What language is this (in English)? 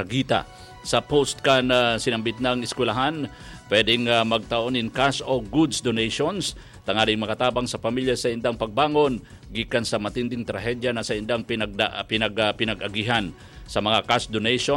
Bikol